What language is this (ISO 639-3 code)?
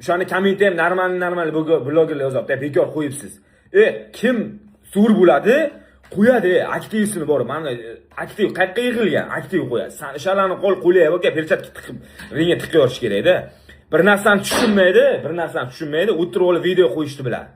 uzb